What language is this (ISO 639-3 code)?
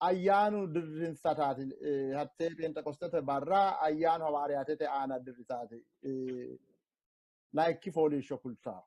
sid